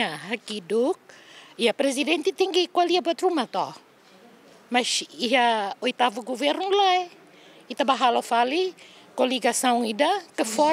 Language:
Tetum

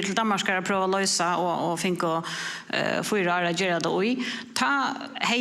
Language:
Faroese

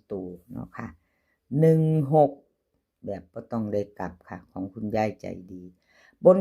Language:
Northeastern Thai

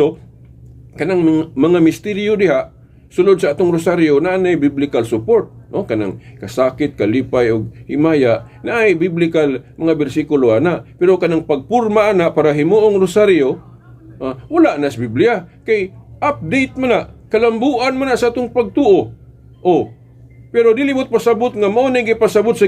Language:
Cebuano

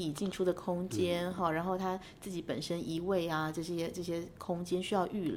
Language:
Chinese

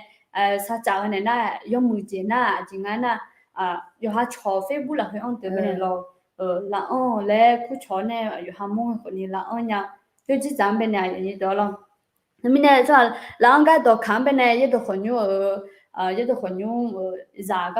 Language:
Akha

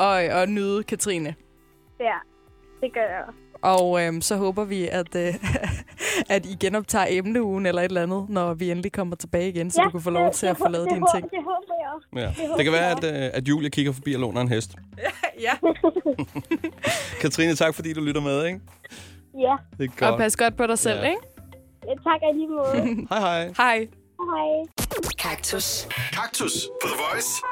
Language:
Danish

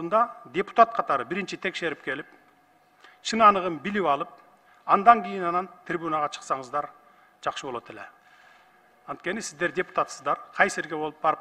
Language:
Kyrgyz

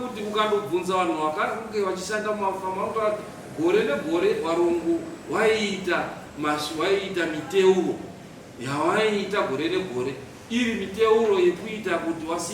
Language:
Shona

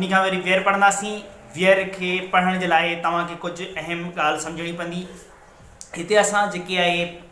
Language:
Sindhi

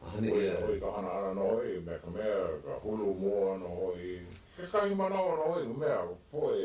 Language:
Hawaiian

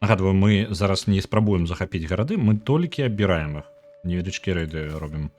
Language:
Belarusian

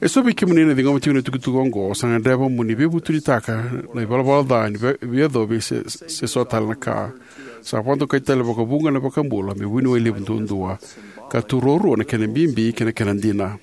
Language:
Fijian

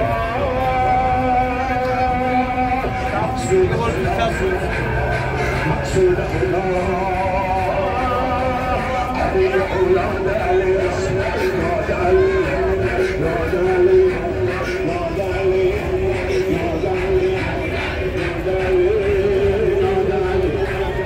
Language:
Persian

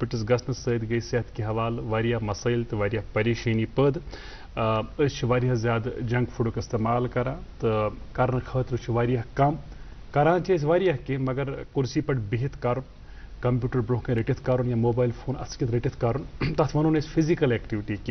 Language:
Kashmiri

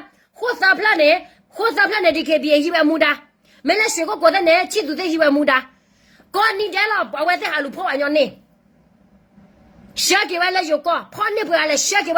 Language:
S'gaw Karen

